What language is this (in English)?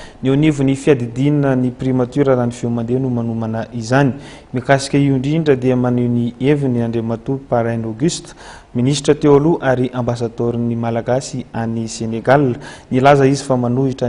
Malagasy